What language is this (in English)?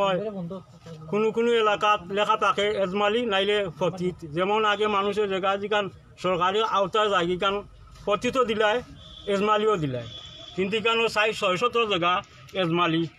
Sylheti